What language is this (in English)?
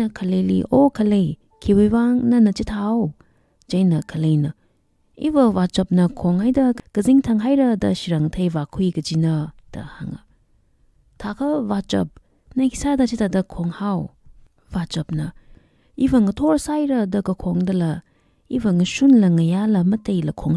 Tangkhul Naga (India)